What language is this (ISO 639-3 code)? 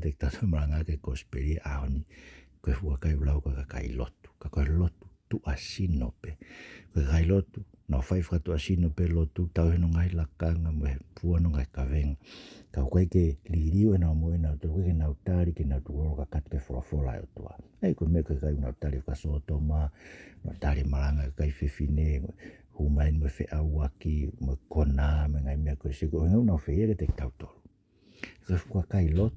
ton